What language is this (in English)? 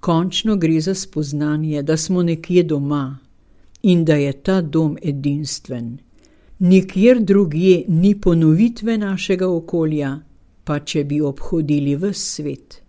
Slovenian